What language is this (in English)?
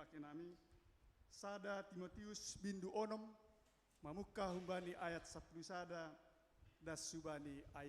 Batak Simalungun